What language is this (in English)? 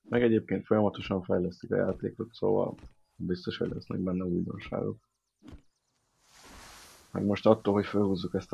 Hungarian